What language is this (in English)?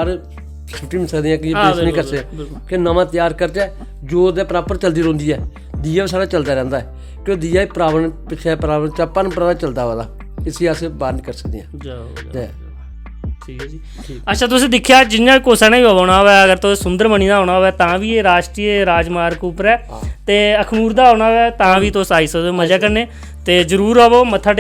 Dogri